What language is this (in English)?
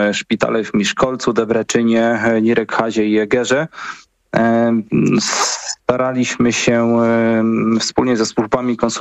Polish